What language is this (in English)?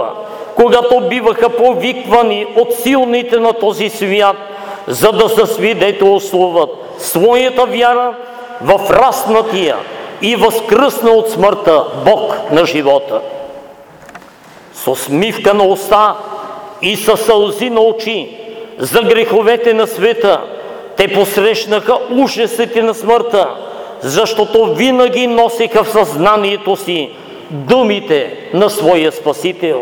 Bulgarian